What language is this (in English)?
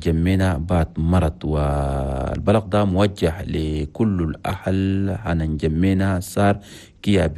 Chadian Arabic